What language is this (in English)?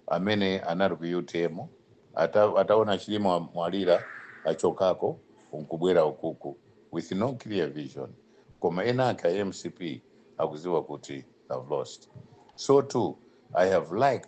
Nyanja